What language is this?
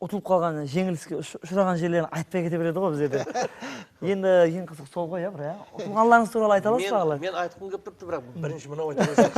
Kara-Kalpak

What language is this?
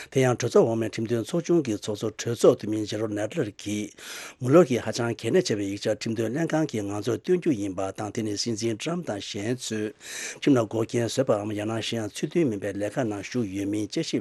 Tibetan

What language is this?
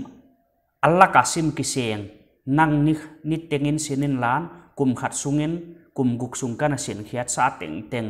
Paite Chin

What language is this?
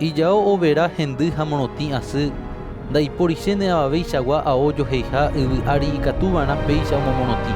Guarani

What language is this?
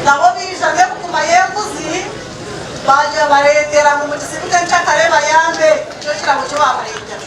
Nyankole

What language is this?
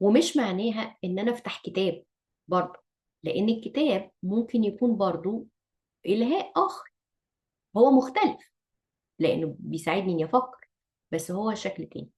Egyptian Arabic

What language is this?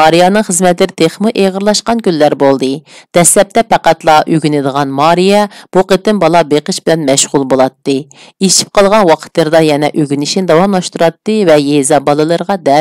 Uyghur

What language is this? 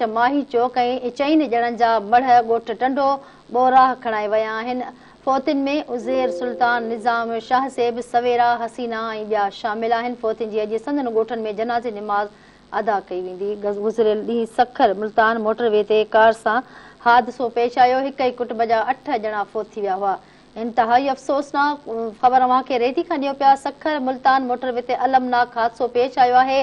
Sindhi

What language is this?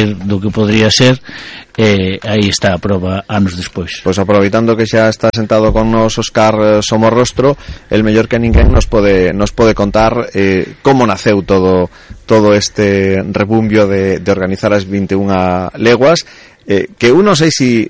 Galician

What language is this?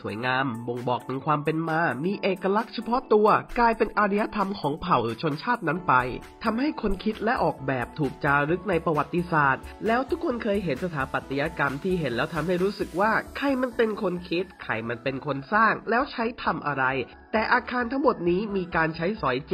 Thai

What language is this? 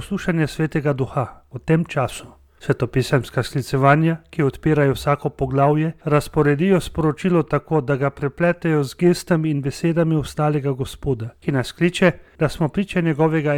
Slovenian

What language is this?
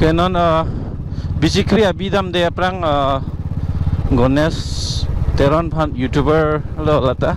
Karbi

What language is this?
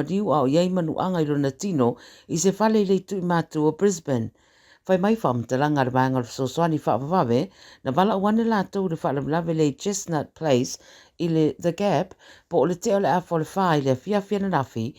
Samoan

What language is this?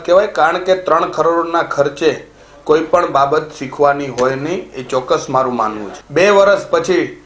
Gujarati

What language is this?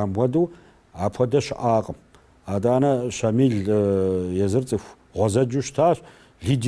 Kabardian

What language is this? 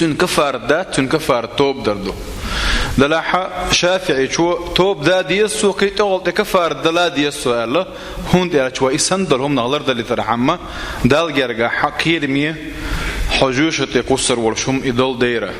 Chechen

